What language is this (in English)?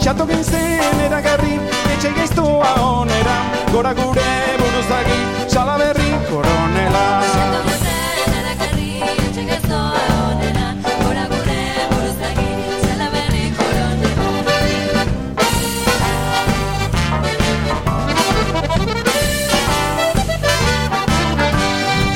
Basque